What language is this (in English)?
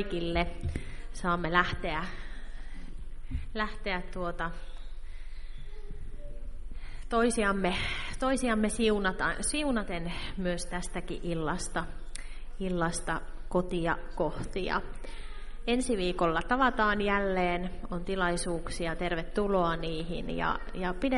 Finnish